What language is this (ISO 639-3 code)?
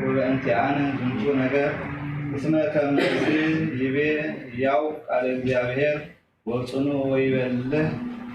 gez